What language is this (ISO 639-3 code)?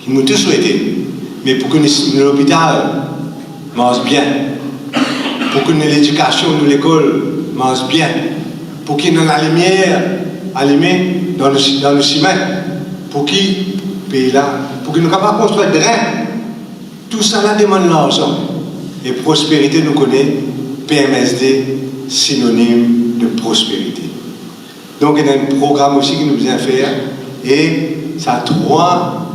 mfe